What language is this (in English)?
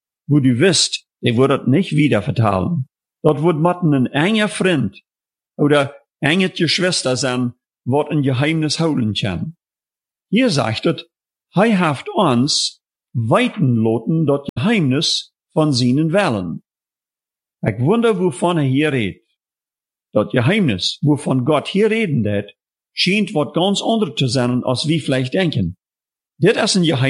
German